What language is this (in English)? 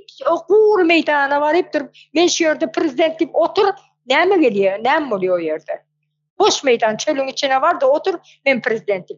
Turkmen